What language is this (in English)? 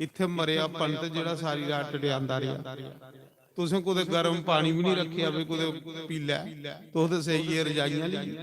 Dogri